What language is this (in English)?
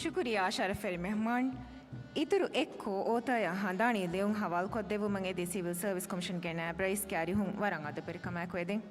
Divehi